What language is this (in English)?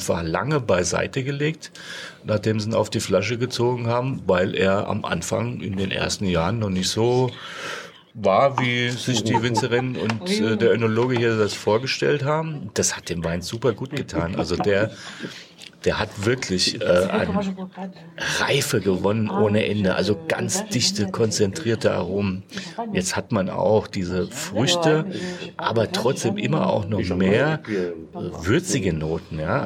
German